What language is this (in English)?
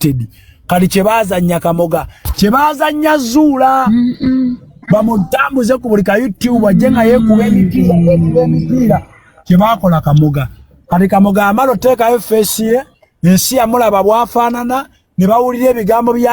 Ganda